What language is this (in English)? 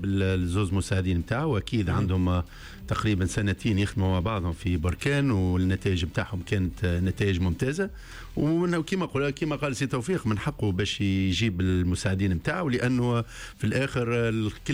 Tunisian Arabic